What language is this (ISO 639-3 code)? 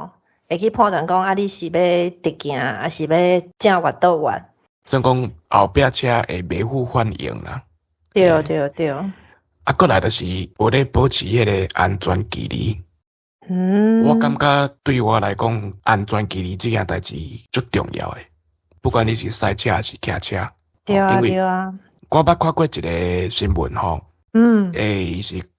nan